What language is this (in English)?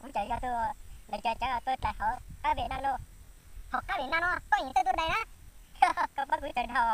Hmong